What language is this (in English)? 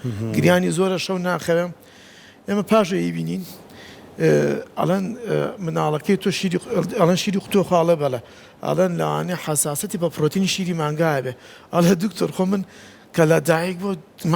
Central Kurdish